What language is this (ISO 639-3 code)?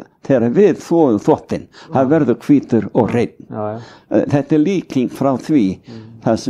isl